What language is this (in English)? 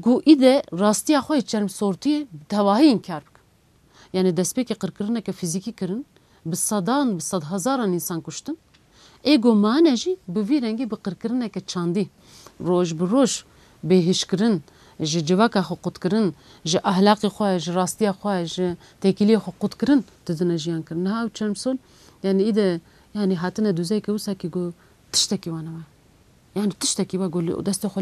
Kurdish